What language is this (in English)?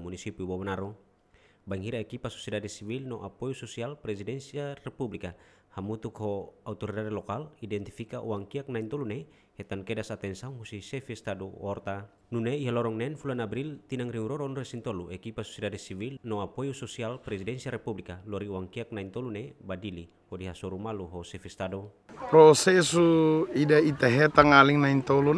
Tetum